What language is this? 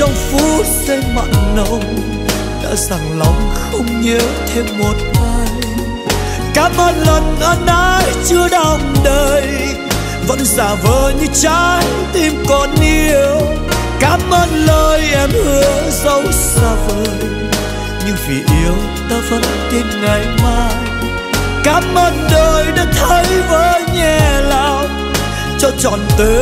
Vietnamese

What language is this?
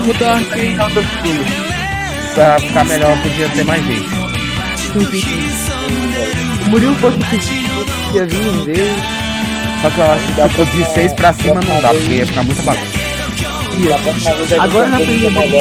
Portuguese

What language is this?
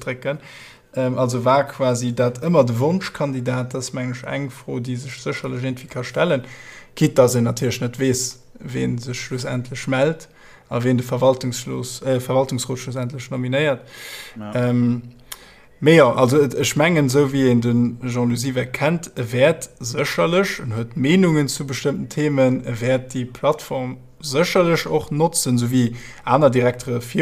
Luxembourgish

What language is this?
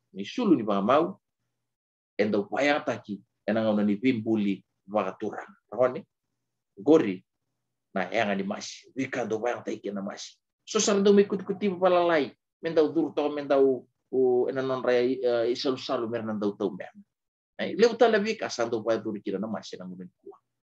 Fijian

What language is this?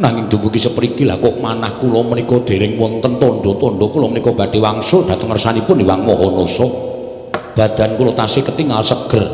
Javanese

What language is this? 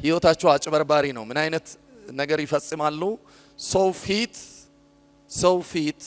Amharic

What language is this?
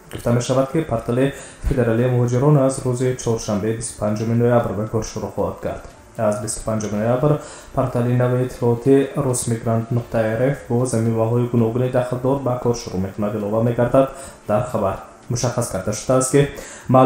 Tajik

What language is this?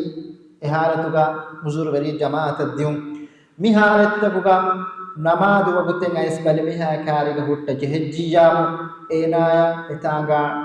Divehi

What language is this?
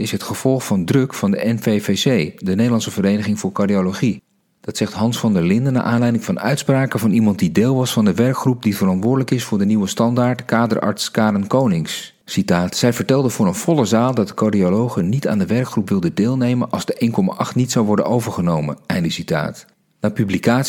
Dutch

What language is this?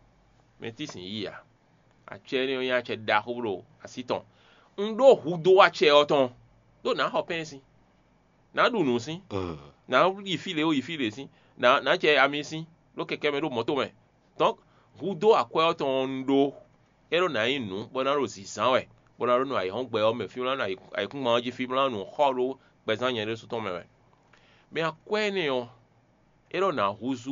Fon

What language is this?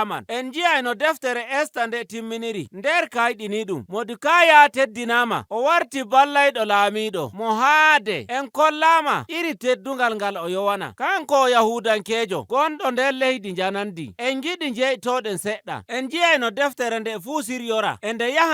Nigerian Fulfulde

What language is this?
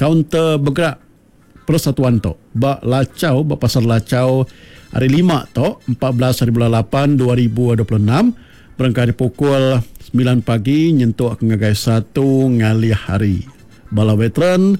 Iban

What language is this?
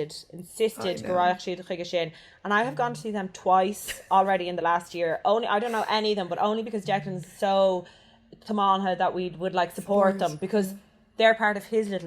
Irish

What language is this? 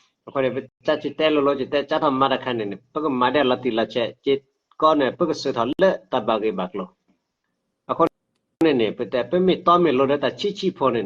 S'gaw Karen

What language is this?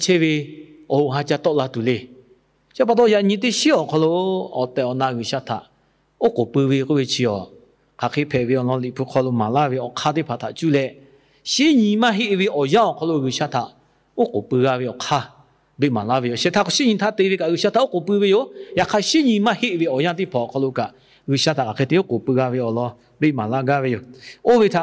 Lahu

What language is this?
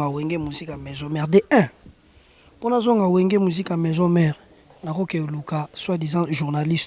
Lingala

